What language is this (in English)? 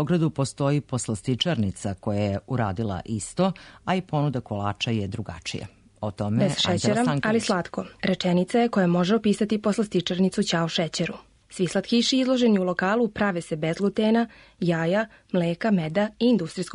Serbian